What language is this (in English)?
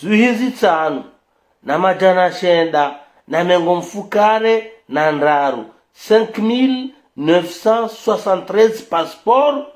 Ngazidja Comorian